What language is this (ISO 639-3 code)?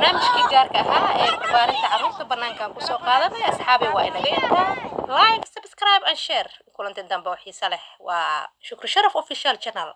som